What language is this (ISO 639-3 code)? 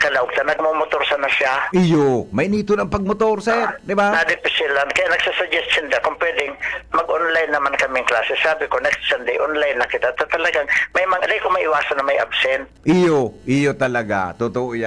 bik